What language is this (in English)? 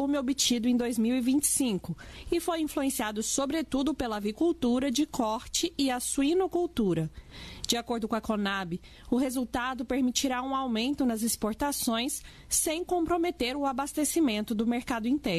Portuguese